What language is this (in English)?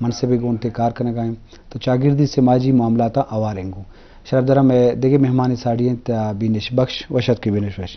Eastern Balochi